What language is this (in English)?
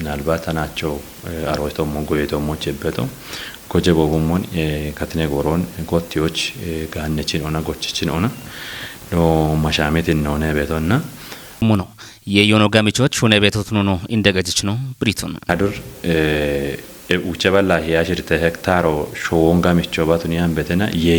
Kafa